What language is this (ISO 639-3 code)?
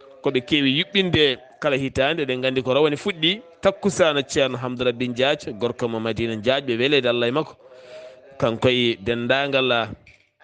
ful